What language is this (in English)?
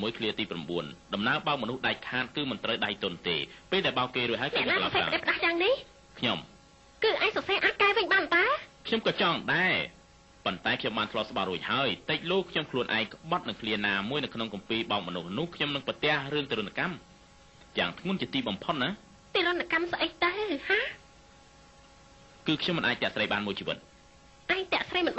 Khmer